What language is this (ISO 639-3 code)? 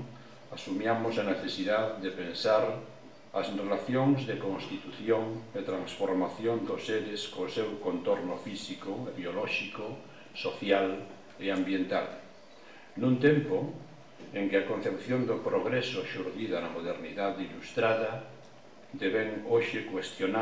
glg